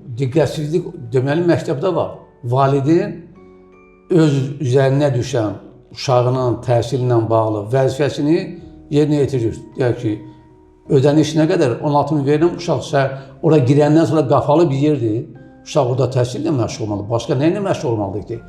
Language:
Azerbaijani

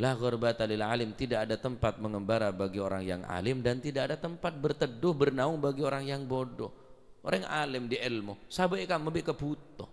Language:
Madurese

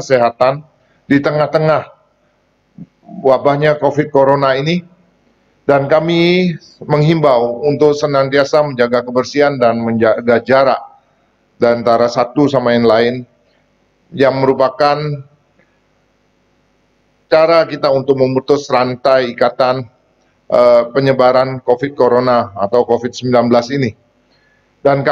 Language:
Indonesian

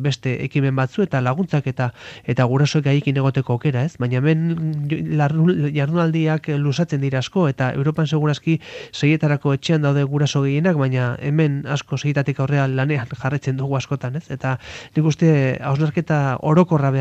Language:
Basque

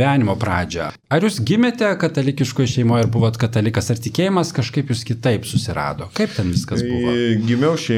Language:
Lithuanian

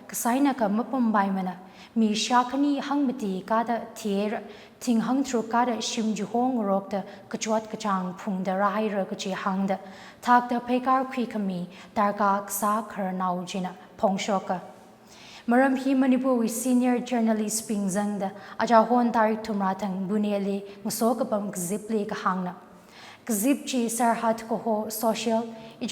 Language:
Tangkhul Naga (India)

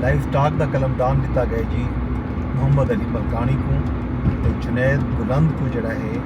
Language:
Saraiki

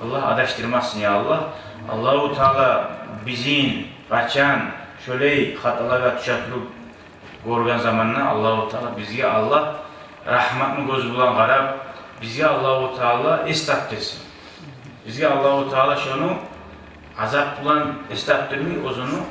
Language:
Kumyk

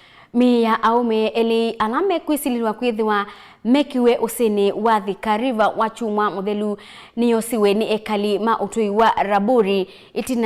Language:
Kamba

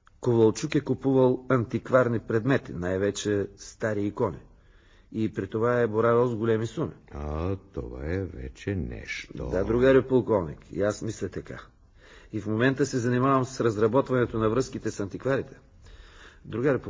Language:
Bulgarian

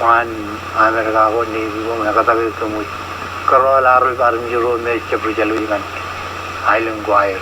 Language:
Marshallese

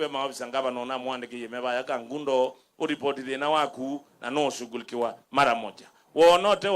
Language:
Kamba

